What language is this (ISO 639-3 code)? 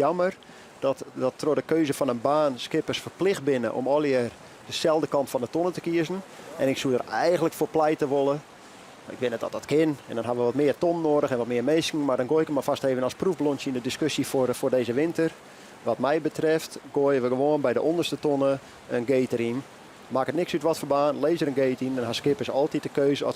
fry